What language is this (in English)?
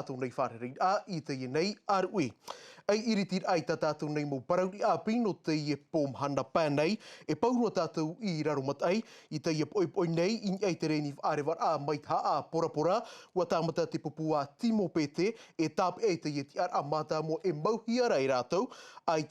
Tahitian